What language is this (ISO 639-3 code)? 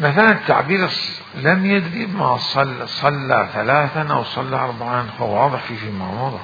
acm